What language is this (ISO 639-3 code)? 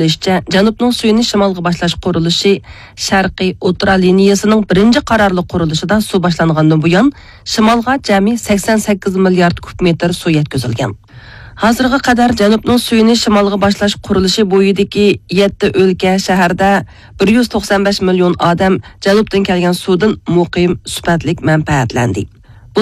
uig